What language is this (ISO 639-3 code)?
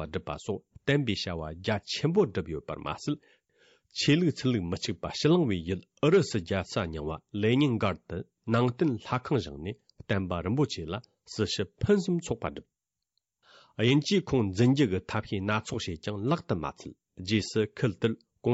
bod